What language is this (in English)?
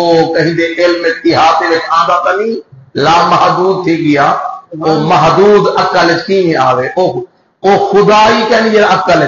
Saraiki